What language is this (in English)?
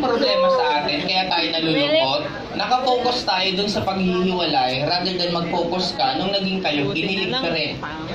Filipino